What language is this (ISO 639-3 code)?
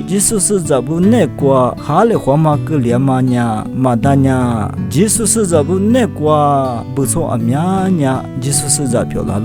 lis